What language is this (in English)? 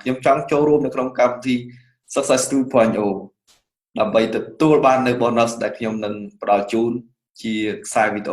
Khmer